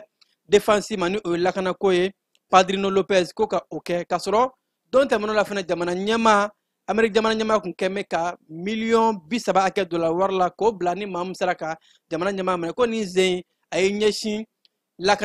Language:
Bambara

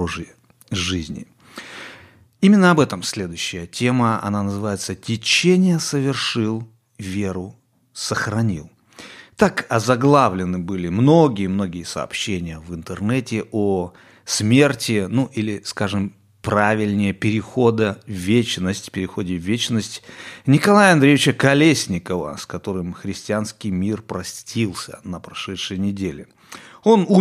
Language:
Russian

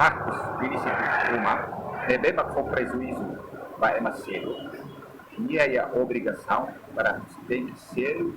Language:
Tetum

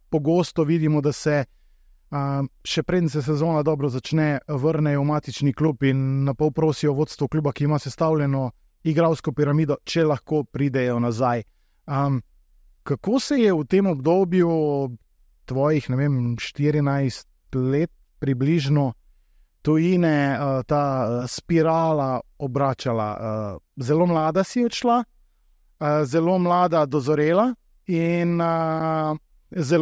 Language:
Slovenian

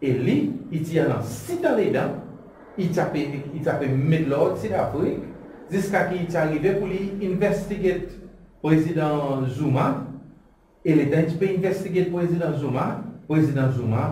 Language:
Seselwa Creole French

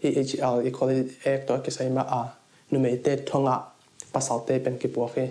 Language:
Tedim Chin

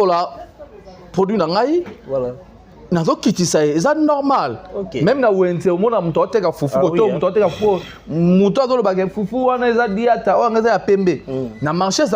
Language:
Lingala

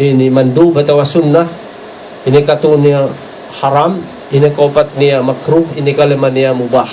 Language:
Tausug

